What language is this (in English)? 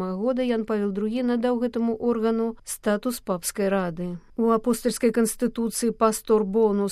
Belarusian